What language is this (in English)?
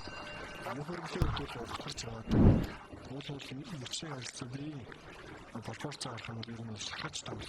Mongolian